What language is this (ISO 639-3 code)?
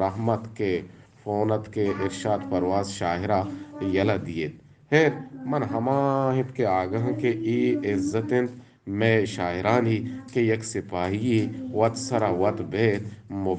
bgp